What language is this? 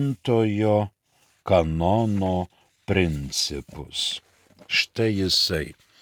Lithuanian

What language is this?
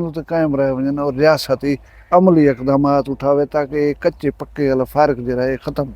Saraiki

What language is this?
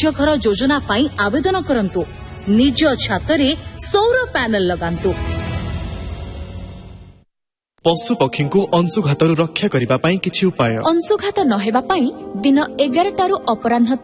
Odia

